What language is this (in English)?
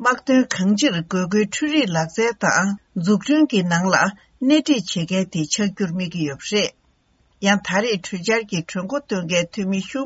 Tibetan